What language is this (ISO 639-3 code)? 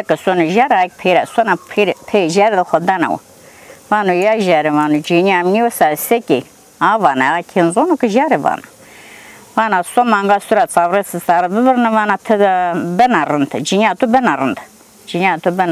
zza